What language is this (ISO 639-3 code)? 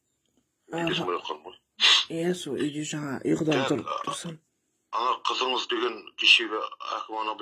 kaz